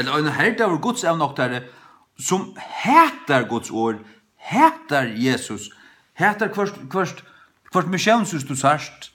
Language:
Faroese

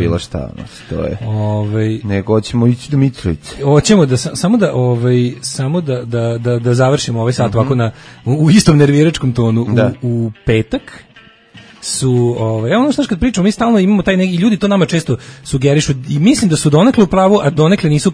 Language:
Serbian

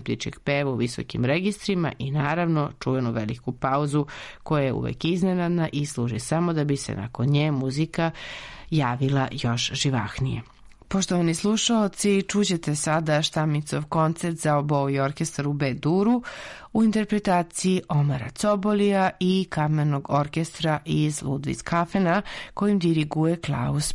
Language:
Serbian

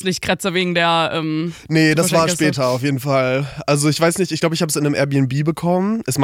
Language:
German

